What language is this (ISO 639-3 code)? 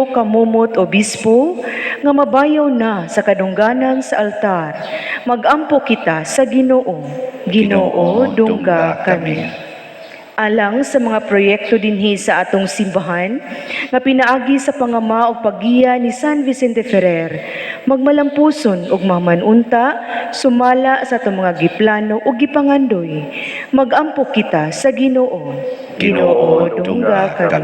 ceb